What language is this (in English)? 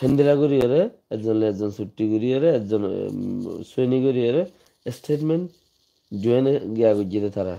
Rohingya